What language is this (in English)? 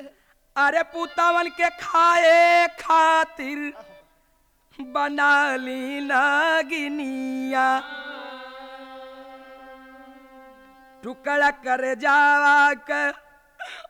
Bhojpuri